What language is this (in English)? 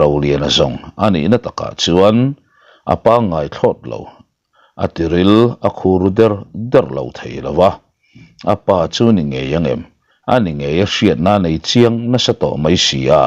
Mizo